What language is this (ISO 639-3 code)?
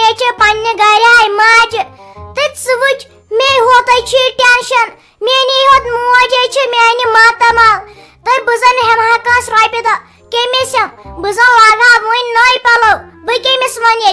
kas